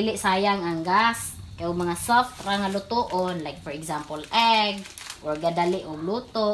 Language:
Cebuano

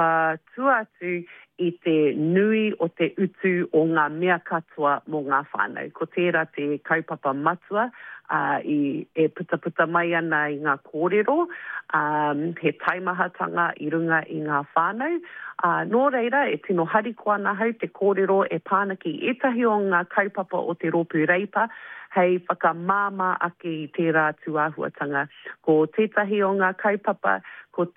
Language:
Māori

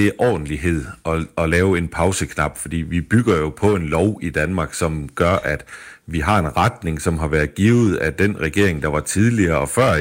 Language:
Danish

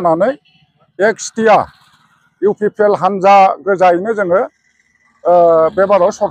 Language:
Bodo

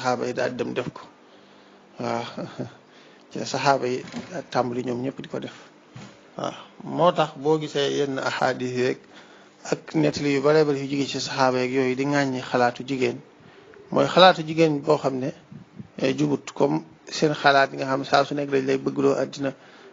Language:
Wolof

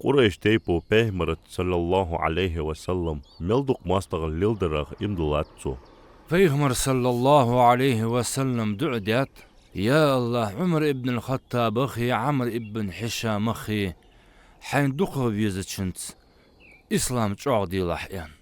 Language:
Ingush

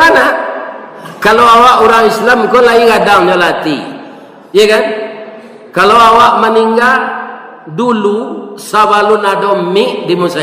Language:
Minangkabau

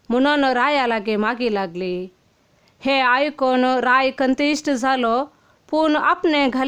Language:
Konkani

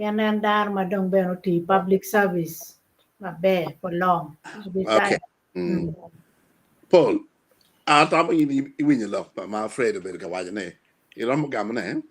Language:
Acoli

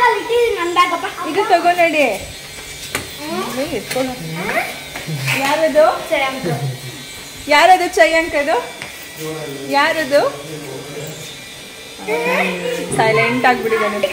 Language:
Kannada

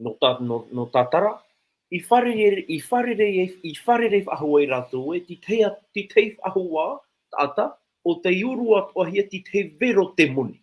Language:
Tahitian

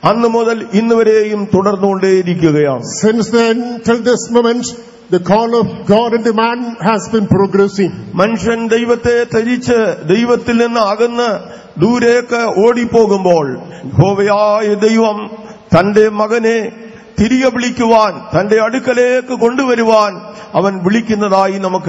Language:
Malayalam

